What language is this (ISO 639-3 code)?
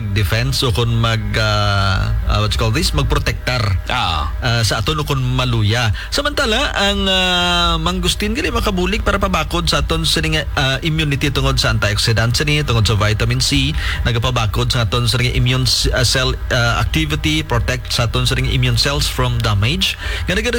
hil